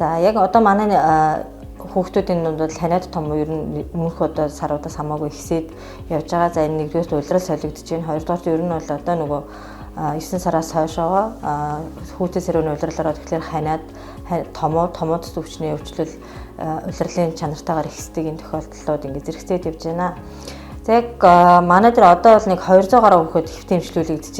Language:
Mongolian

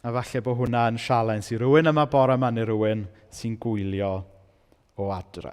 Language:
Welsh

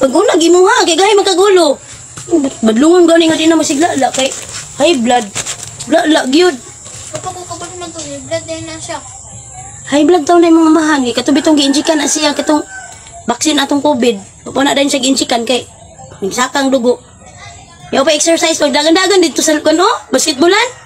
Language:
Cebuano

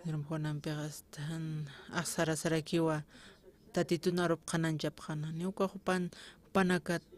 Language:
Aymara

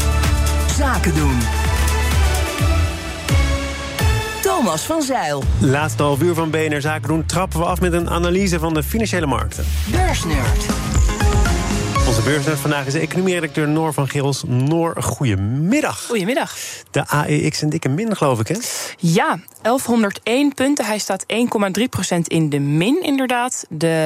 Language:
Dutch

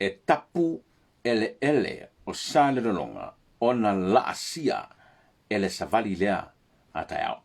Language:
Samoan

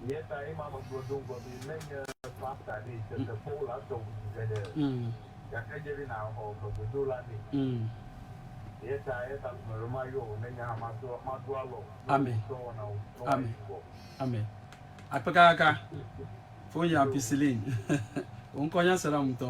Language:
Ewe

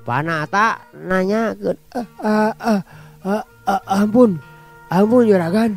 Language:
Sundanese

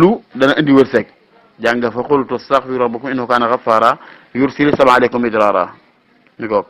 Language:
Wolof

